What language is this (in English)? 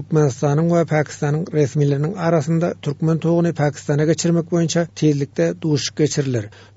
Turkmen